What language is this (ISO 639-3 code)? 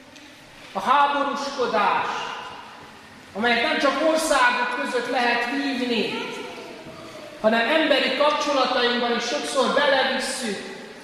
hun